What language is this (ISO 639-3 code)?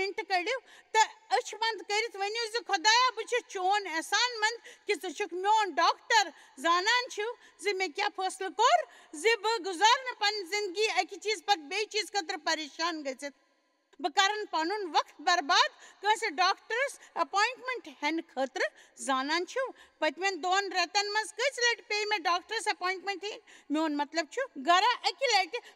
kas